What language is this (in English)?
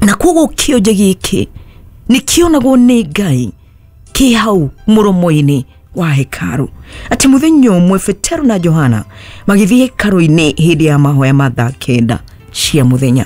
Kikuyu